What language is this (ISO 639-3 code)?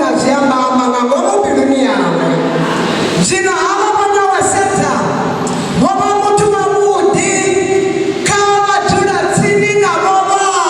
ven